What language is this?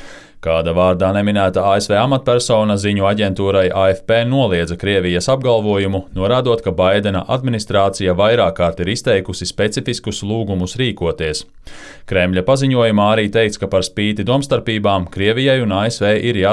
Latvian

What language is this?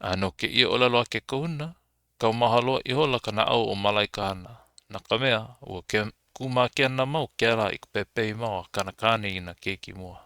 Hawaiian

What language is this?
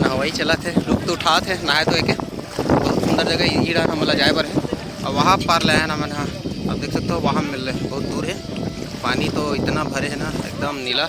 Chhattisgarhi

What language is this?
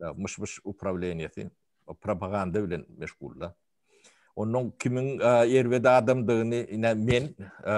Turkmen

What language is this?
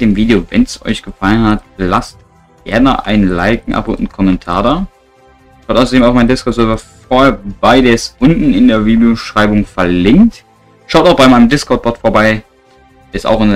German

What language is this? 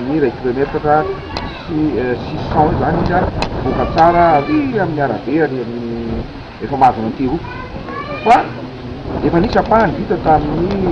Malagasy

